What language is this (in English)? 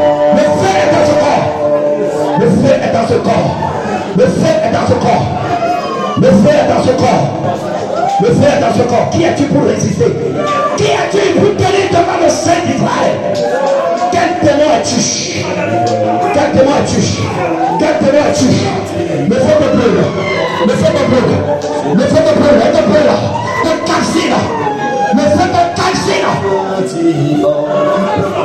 French